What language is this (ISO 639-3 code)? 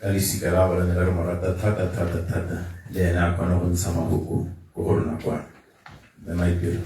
tsn